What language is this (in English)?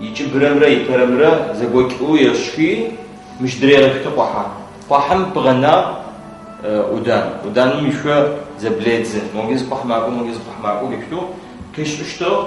Adyghe